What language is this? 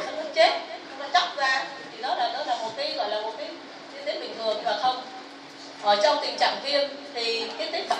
Vietnamese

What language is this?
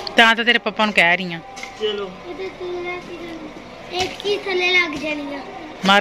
Punjabi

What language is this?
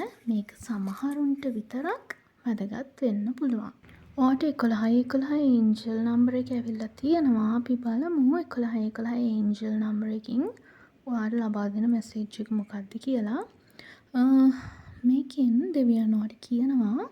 Sinhala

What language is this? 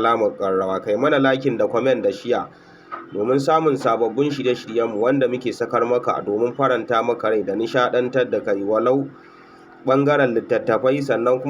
Hausa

